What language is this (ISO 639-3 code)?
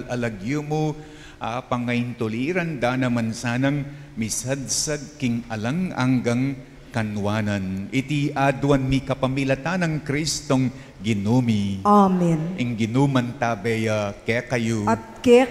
pam